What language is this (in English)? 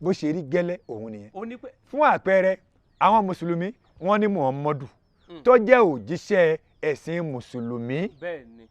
Yoruba